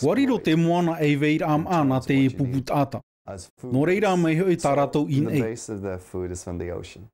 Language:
Tahitian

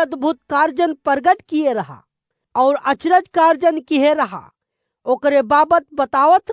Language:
Awadhi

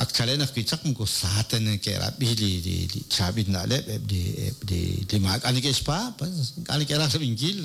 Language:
Kekchí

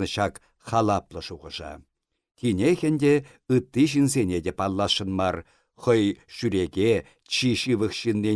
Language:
Chuvash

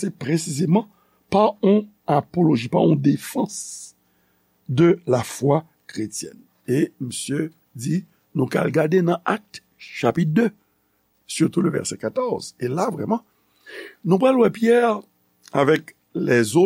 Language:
Haitian Creole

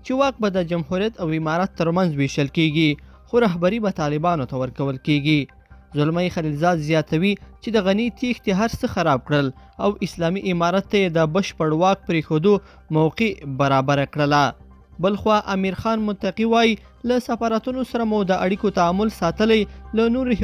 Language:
Pashto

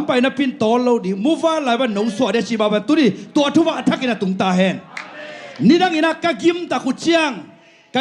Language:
Tedim Chin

